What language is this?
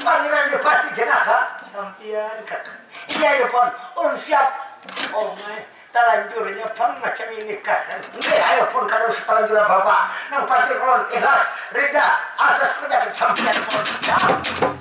Banjar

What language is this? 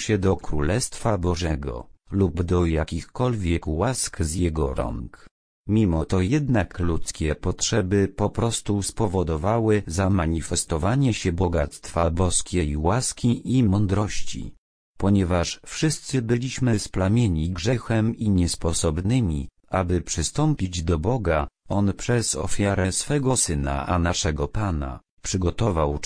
Polish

